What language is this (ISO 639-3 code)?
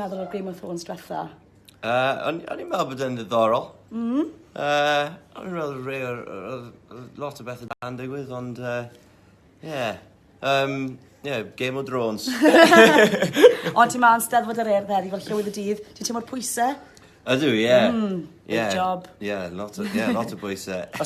cym